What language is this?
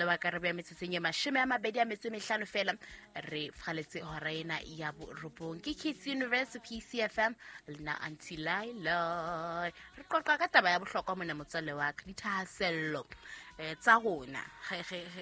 Southern Sotho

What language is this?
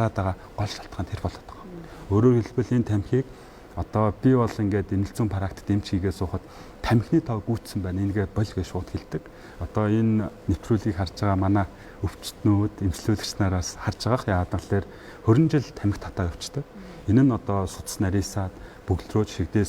Mongolian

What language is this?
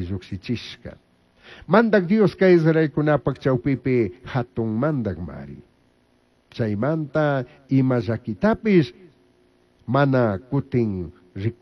Chimborazo Highland Quichua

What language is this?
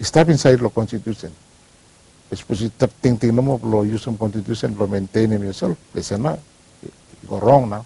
Bislama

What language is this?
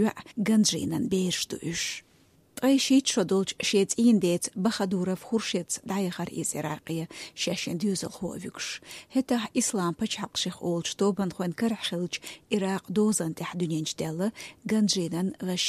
Chechen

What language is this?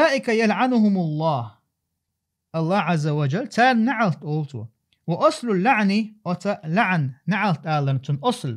Chechen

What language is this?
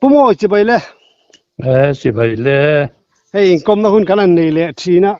Mizo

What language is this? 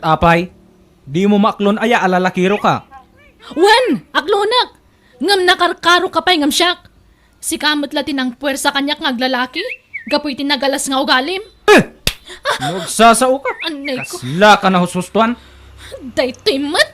Iloko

